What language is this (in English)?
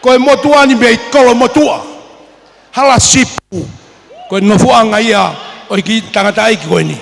Tongan